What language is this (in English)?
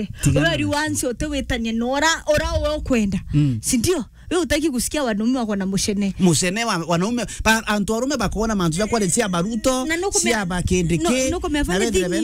Meru